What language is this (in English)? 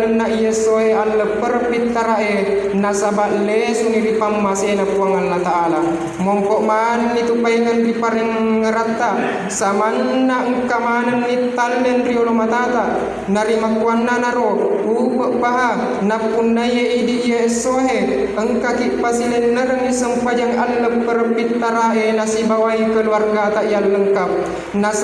Buginese